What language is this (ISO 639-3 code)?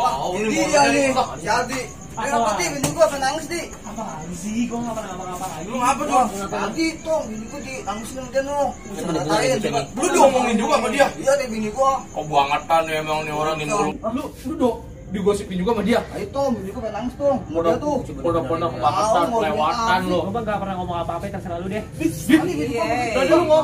bew